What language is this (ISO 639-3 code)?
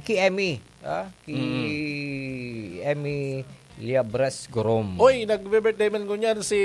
bik